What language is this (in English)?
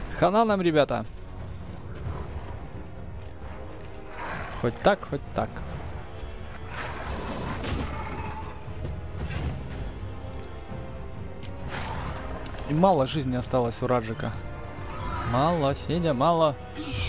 Russian